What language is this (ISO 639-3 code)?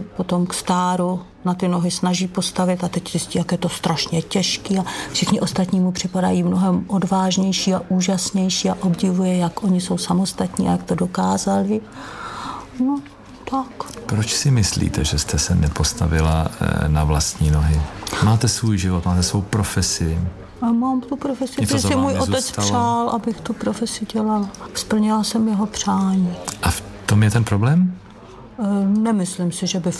ces